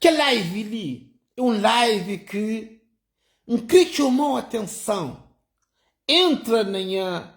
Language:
Kabuverdianu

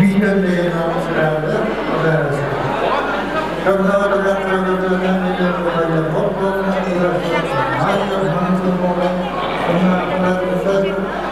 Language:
Kara-Kalpak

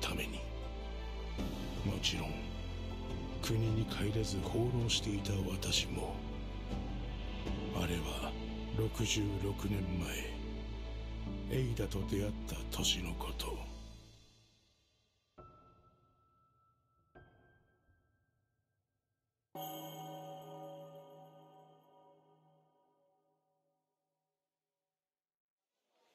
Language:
Japanese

